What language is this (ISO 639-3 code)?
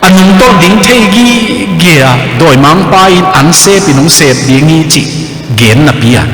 ctd